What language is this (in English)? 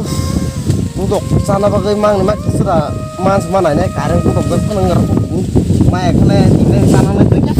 Kok Borok